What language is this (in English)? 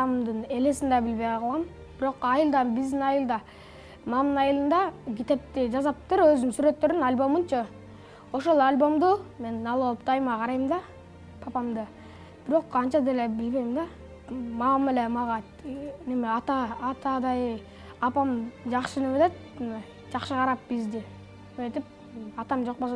Kyrgyz